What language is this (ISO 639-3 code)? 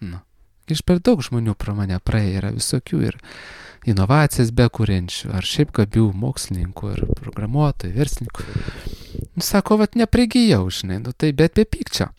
lit